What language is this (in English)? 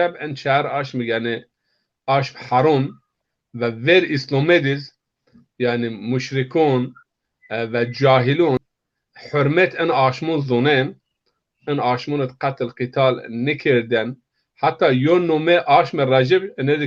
Zaza